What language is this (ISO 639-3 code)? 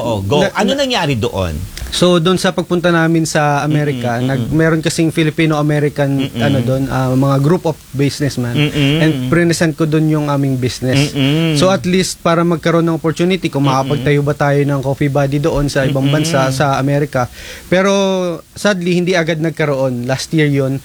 fil